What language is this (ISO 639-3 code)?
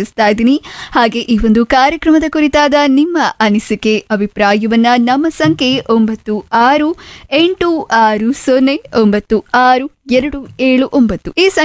kan